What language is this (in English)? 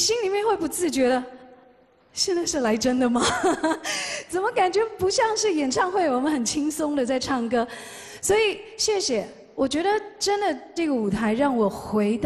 Chinese